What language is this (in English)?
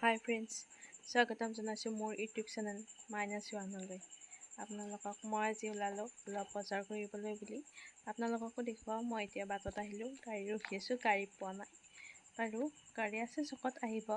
Assamese